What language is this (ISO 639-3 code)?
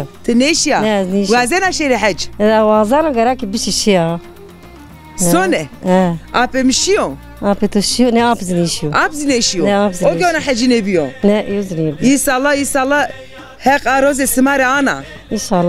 zza